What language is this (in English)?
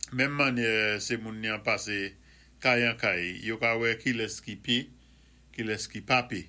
Saint Lucian Creole French